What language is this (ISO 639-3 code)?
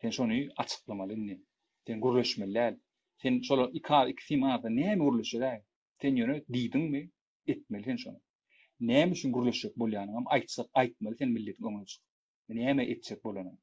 tuk